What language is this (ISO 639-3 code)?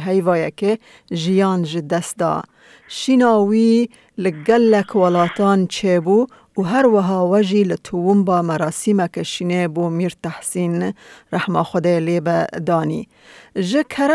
kur